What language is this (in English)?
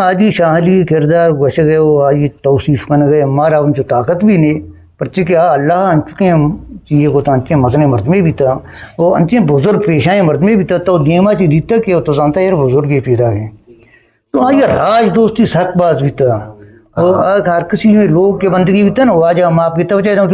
Eastern Balochi